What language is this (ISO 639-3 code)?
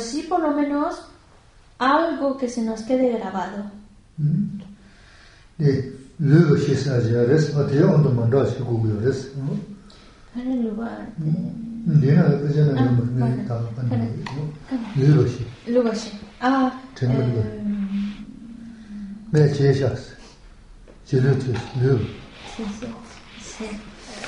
spa